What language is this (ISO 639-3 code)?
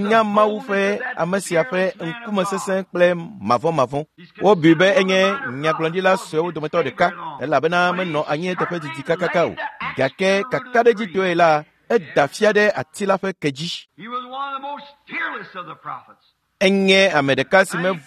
ewe